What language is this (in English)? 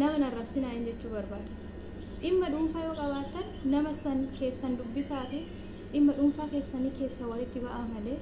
Oromo